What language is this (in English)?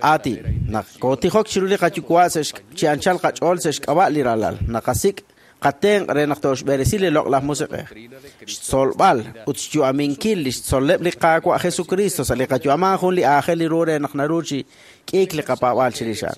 Kekchí